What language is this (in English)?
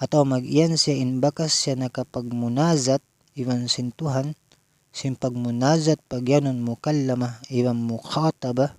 Tausug